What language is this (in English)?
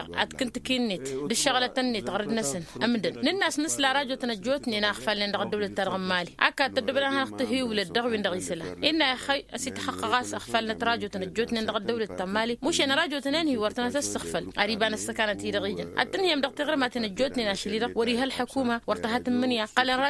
Tamasheq